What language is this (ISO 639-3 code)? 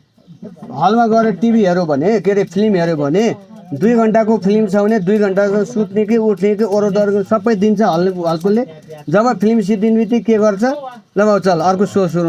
nep